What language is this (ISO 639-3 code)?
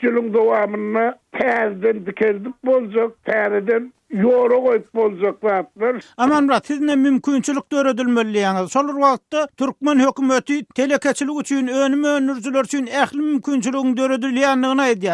tuk